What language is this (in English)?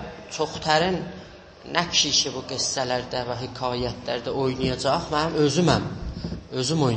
South Azerbaijani